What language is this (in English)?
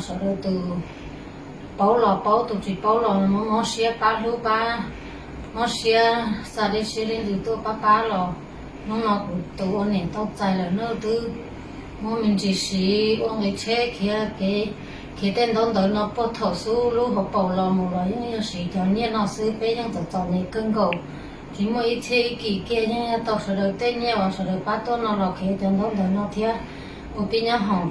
Hmong